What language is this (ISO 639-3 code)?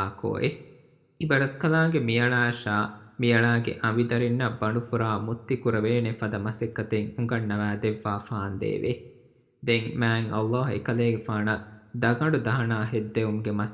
div